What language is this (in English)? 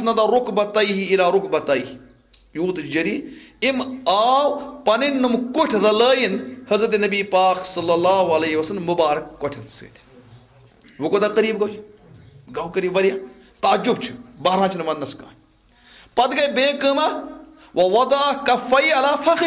Kashmiri